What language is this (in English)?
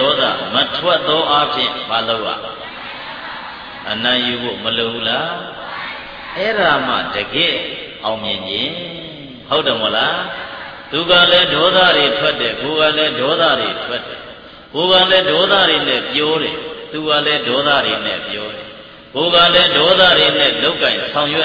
Burmese